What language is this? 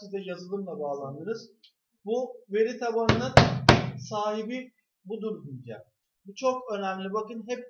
Turkish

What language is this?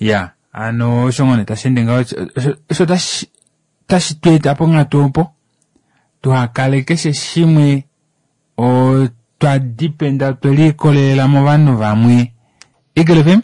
Kuanyama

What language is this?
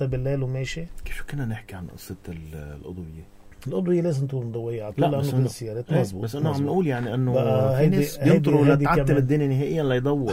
North Levantine Arabic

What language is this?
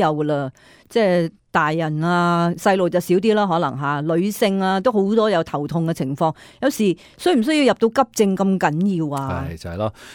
Cantonese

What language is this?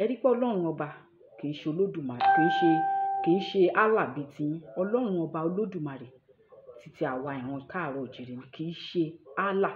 Yoruba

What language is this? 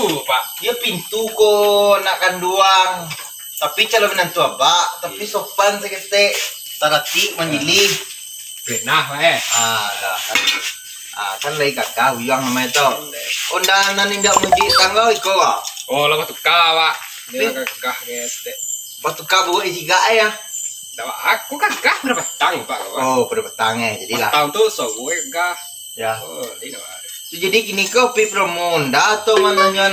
Minangkabau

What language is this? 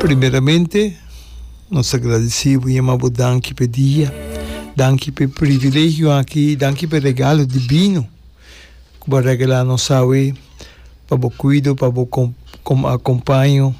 Papiamento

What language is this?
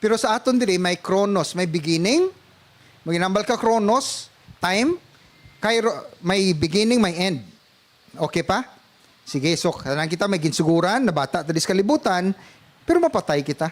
Hiligaynon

